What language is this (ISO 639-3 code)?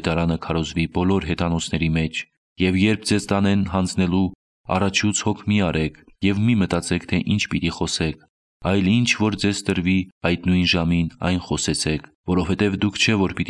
hye